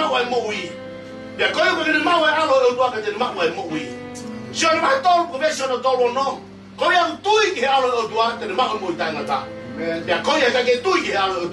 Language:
Tongan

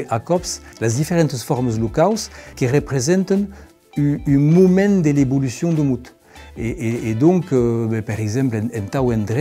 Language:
Occitan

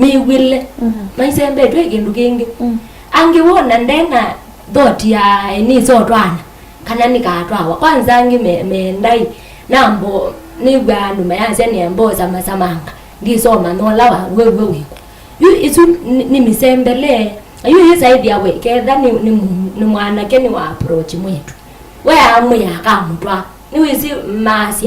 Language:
Kamba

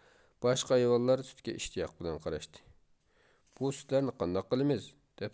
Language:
Uyghur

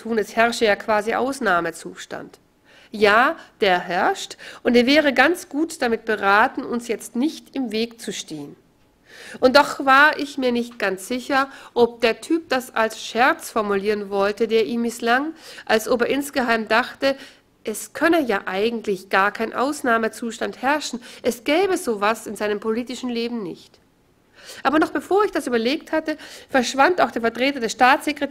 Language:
German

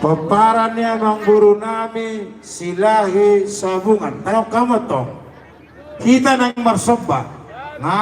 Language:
Batak Toba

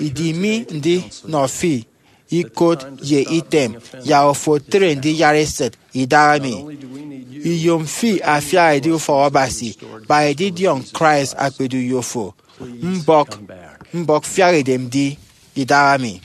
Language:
Efik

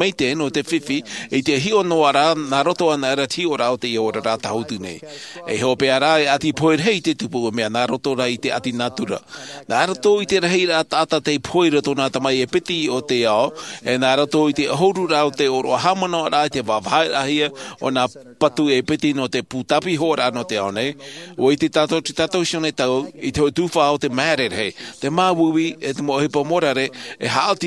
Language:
Tahitian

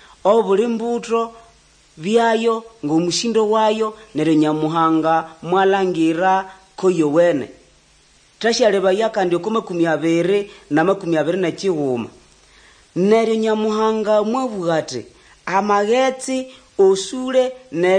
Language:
Nande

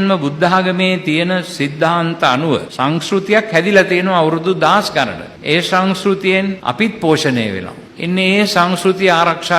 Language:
Sinhala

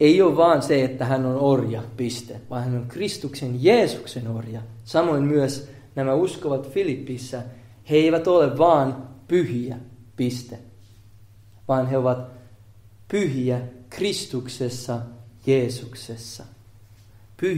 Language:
Finnish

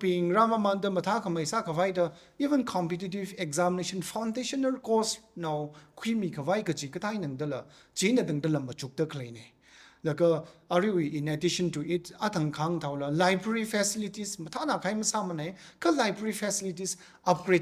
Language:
Tangkhul Naga (India)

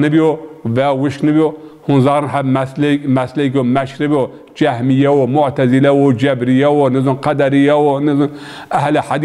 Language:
Zaza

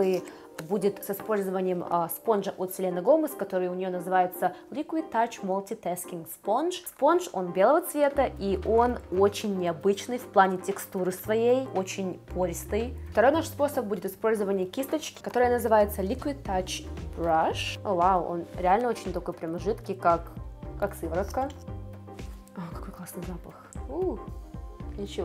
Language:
Russian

